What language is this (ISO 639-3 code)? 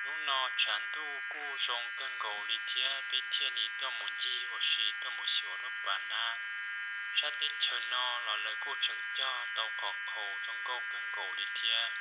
hmn